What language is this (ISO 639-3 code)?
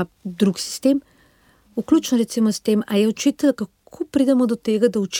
slv